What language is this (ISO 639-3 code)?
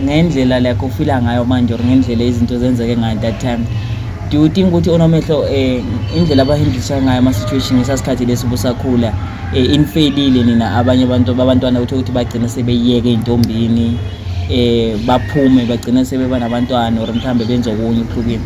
zul